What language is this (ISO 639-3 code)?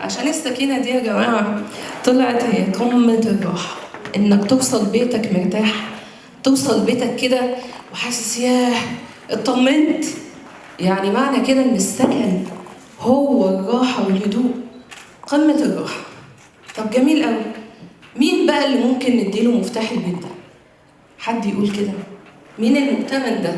arz